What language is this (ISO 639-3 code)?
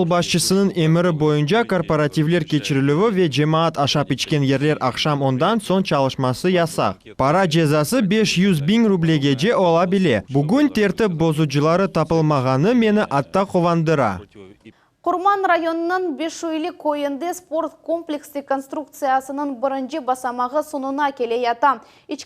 crh